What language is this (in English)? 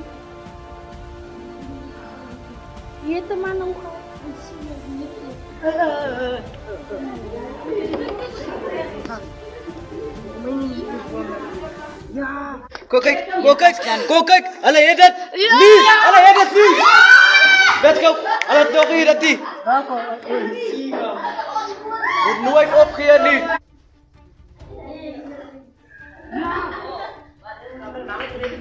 Afrikaans